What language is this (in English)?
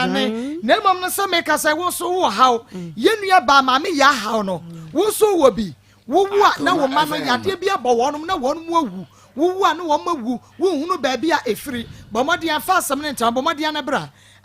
Akan